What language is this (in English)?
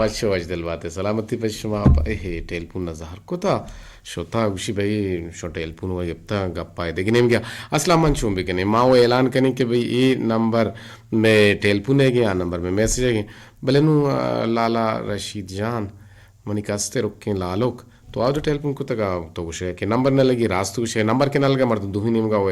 Eastern Balochi